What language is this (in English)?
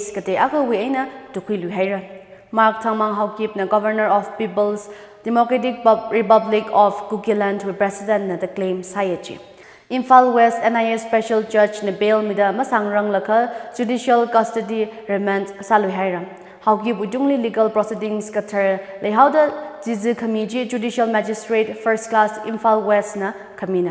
Tangkhul Naga (India)